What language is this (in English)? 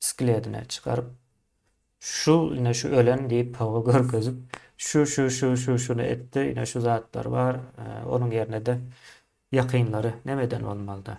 Turkmen